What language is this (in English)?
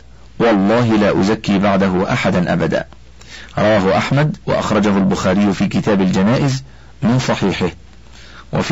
Arabic